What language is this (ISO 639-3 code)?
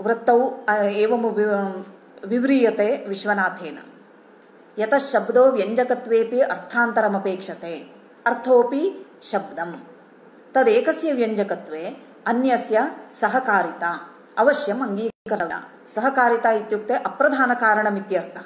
san